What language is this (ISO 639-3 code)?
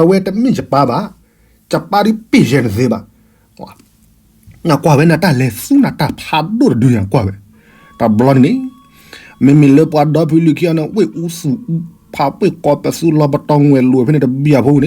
ksw